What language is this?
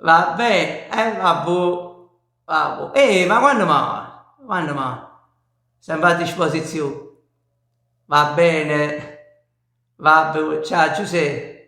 Neapolitan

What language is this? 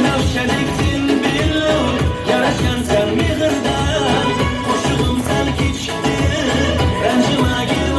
Turkmen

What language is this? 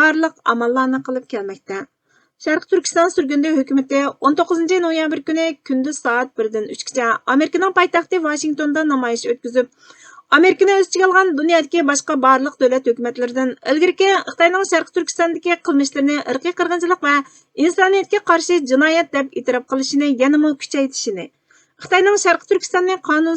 Uyghur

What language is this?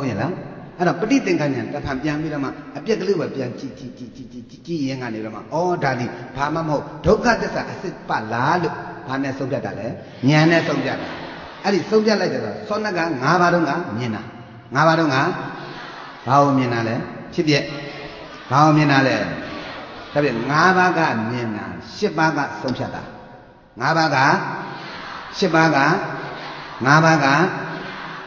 Burmese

